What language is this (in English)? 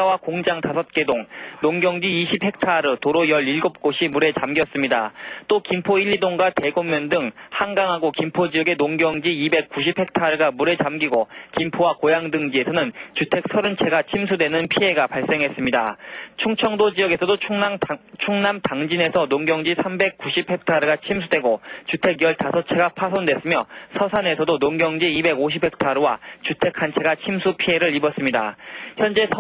Korean